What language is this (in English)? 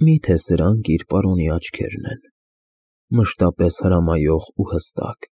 Armenian